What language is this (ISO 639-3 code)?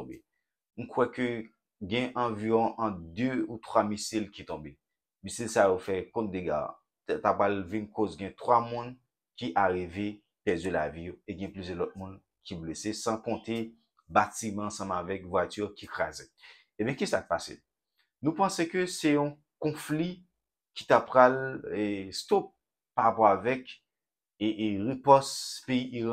hat